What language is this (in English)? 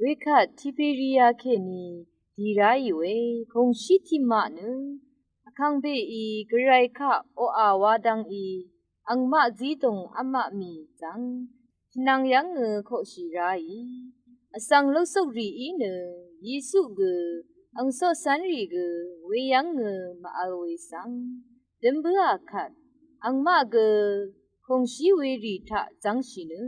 Rawang